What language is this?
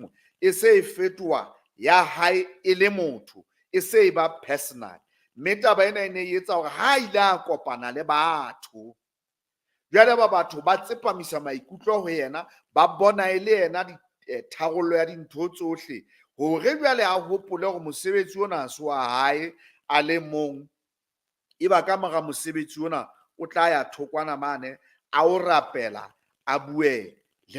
Southern Sotho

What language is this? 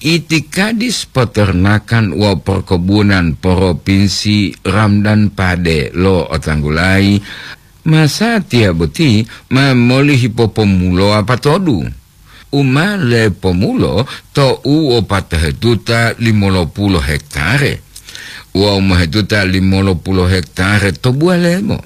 Gorontalo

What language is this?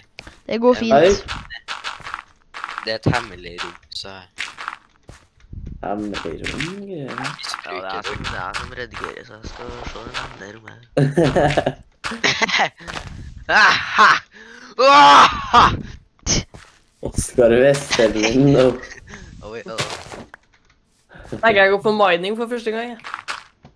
Norwegian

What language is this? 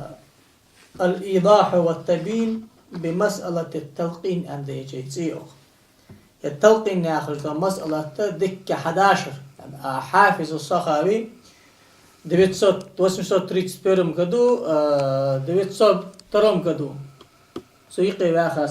Ingush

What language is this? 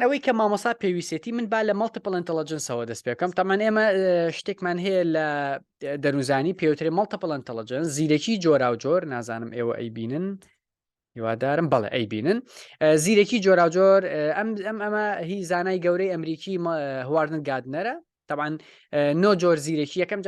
Central Kurdish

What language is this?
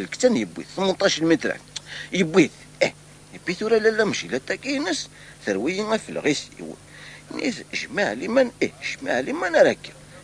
Kabyle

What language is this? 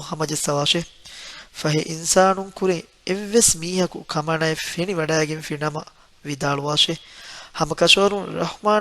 Divehi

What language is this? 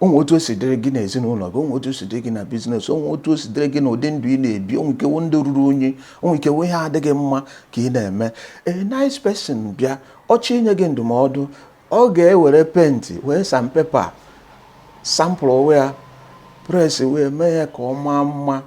Igbo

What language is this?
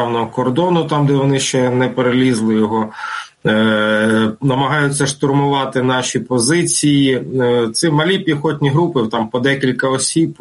Ukrainian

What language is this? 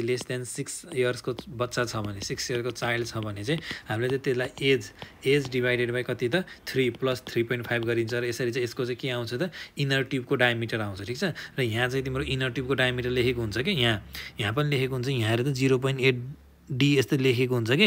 Nepali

